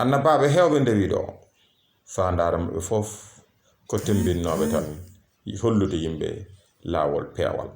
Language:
Fula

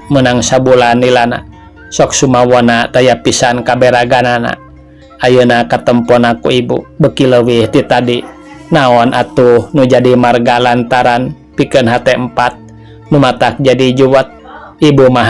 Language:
Sundanese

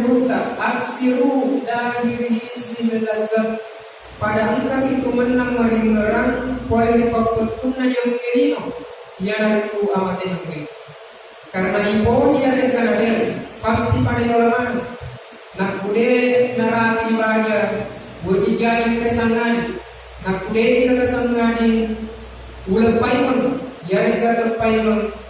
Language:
Buginese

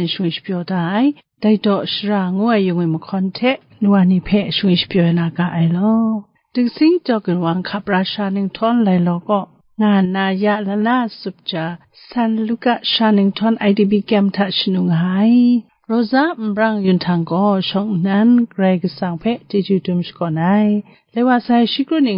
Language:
Kachin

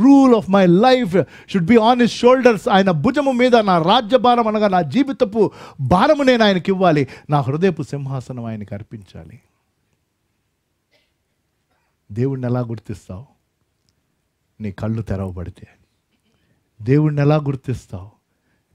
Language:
Telugu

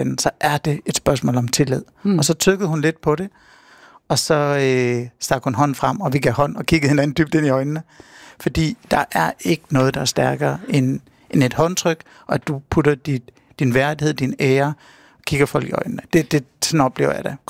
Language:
Danish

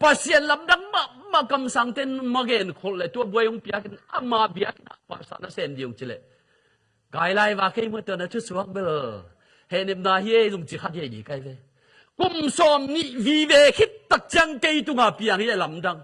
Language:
Tedim Chin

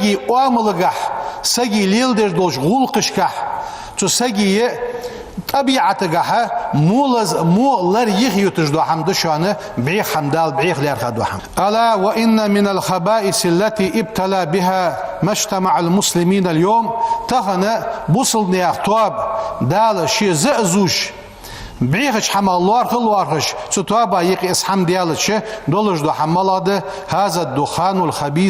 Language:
Ingush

